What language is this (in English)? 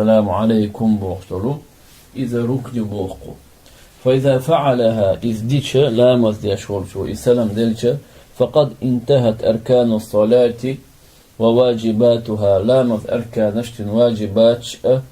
Chechen